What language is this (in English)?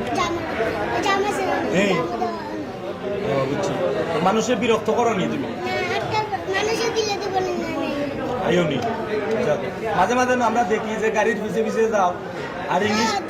Sylheti